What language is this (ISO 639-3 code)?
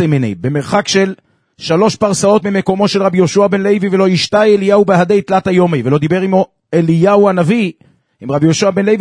heb